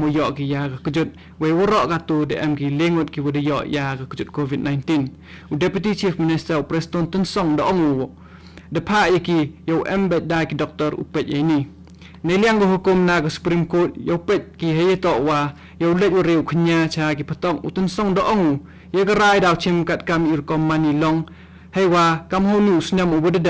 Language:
Khasi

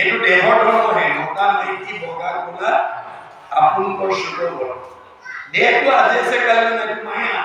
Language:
Assamese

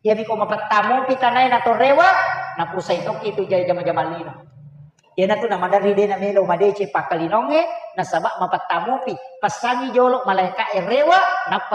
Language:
Buginese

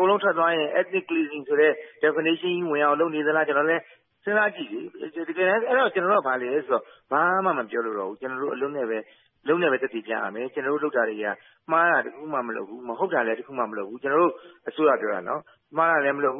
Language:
Burmese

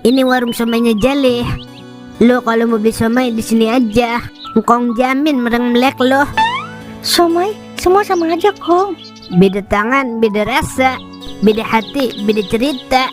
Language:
Betawi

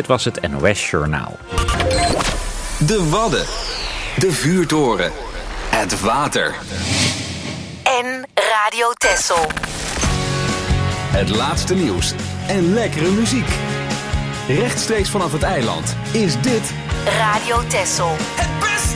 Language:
Dutch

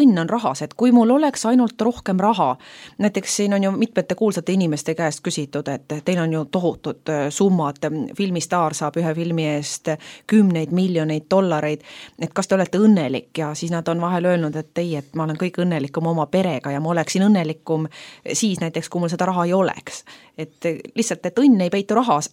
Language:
Estonian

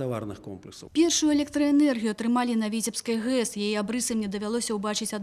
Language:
Belarusian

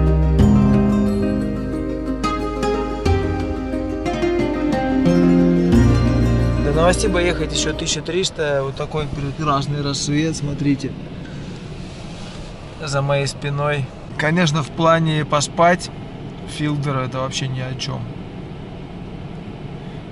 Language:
Russian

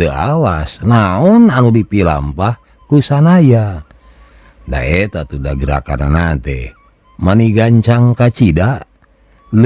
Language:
Sundanese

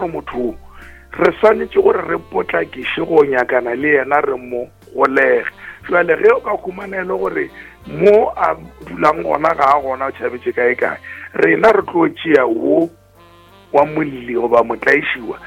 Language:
Northern Sotho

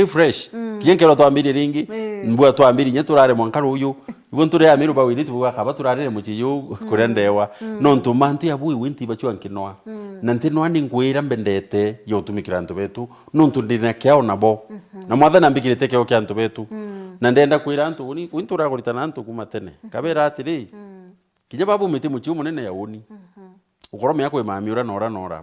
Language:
Meru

